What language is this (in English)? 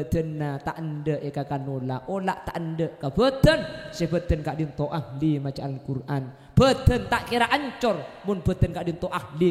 Madurese